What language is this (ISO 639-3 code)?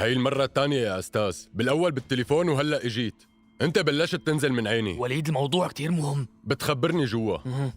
apc